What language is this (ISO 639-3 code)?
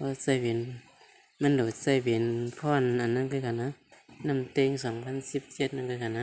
shn